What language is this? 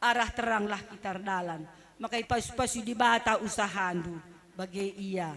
Batak Karo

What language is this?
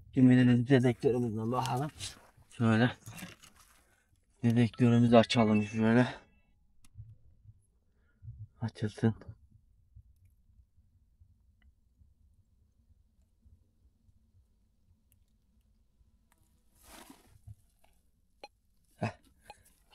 Turkish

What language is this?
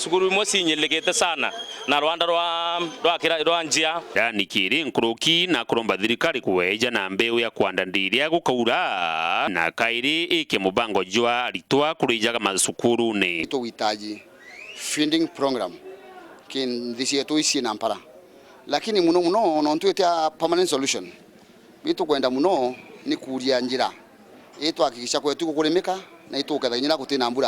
Meru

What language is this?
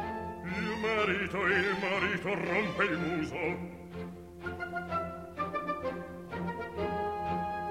Italian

